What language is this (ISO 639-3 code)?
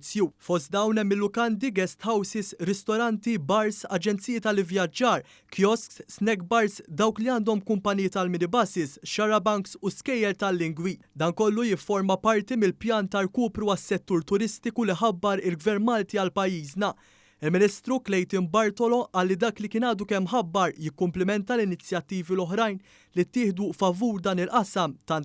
mlt